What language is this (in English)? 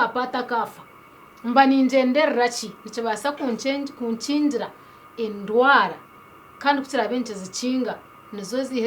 Nyankole